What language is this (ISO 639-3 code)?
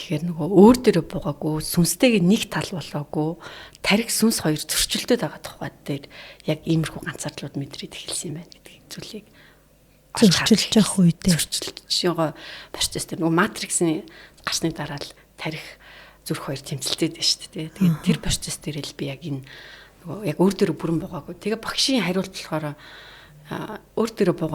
mon